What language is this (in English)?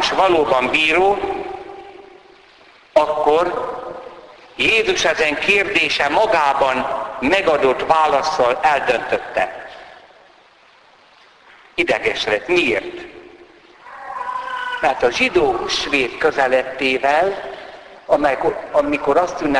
Hungarian